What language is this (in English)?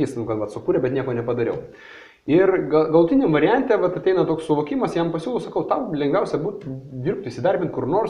Lithuanian